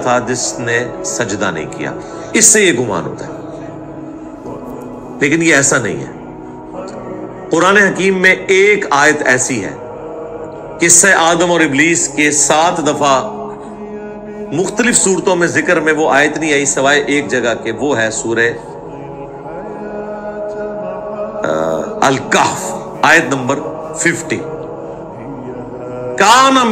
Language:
Urdu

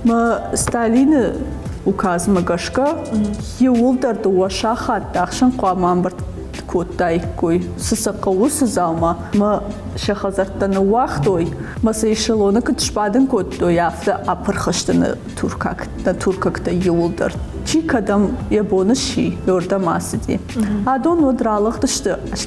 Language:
Ossetic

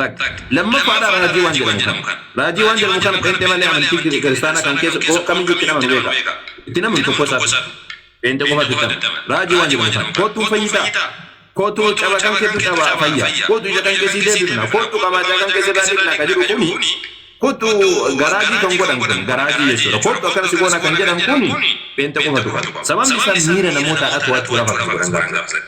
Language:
Oromo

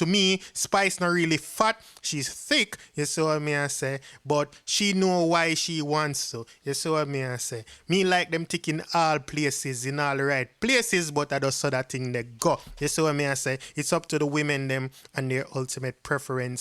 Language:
Jamaican Creole English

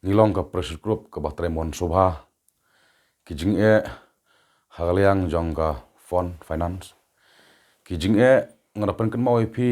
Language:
Khasi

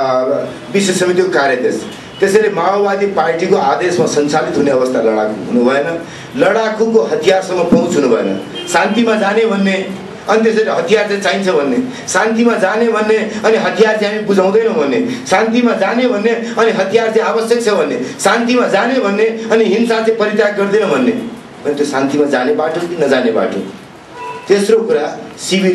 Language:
Nepali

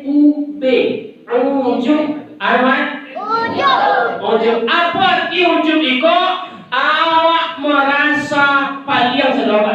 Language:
Minangkabau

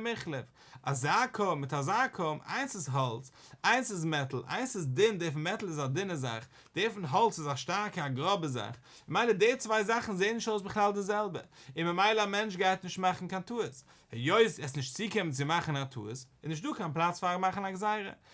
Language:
Yiddish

